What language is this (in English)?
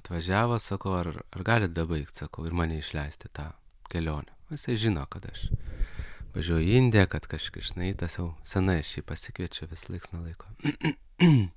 Lithuanian